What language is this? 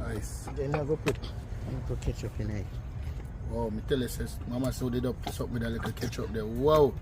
Jamaican Creole English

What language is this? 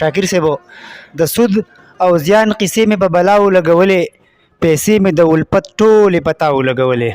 Pashto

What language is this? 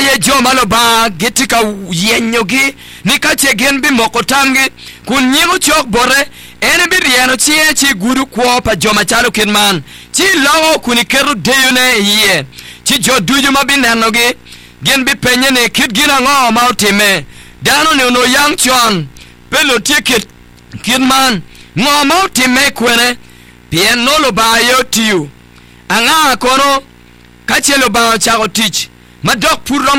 Acoli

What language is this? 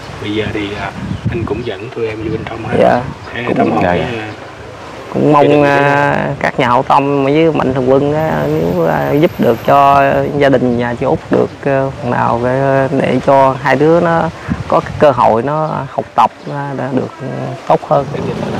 Vietnamese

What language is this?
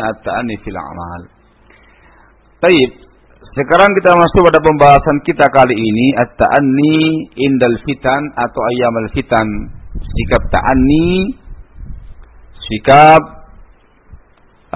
Indonesian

